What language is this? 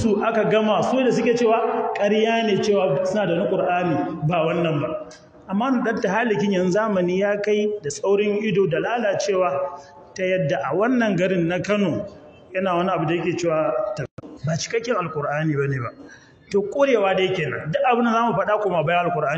Hausa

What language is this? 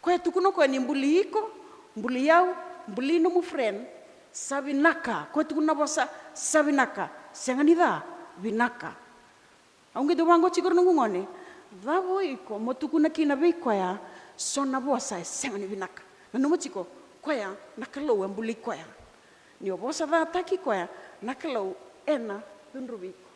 Fijian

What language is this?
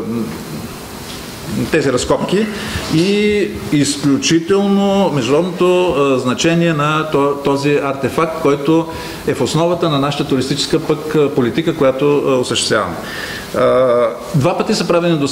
Bulgarian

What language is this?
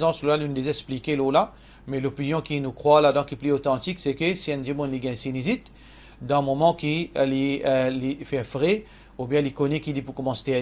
Morisyen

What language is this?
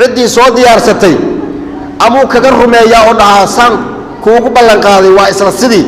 Somali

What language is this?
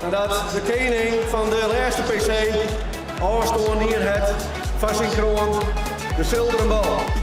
Western Frisian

